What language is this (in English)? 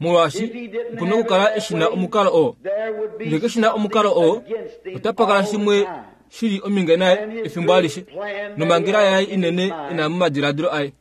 Kuanyama